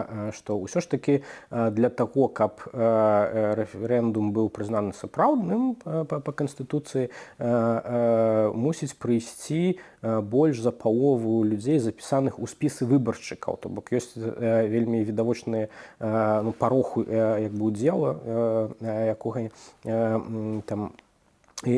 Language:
Belarusian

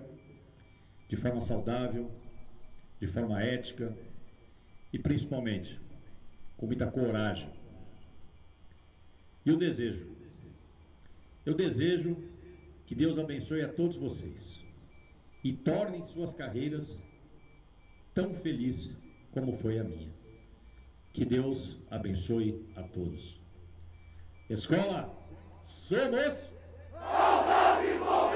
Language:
Portuguese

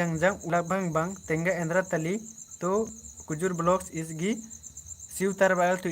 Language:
Kurukh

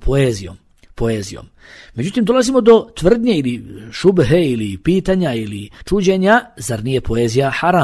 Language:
Bosnian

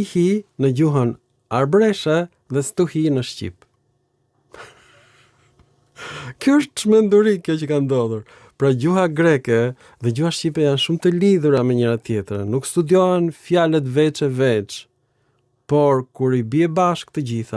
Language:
Albanian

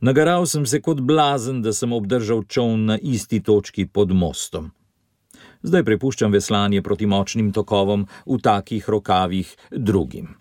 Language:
Slovenian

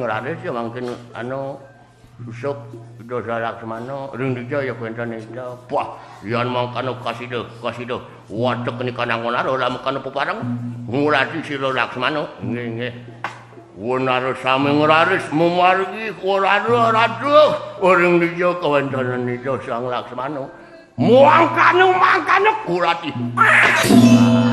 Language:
Balinese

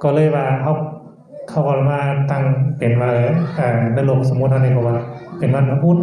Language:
Shan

